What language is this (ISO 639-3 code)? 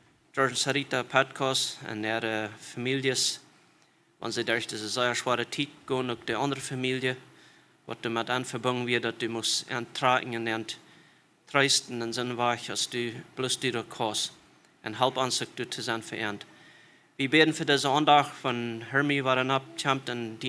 pdt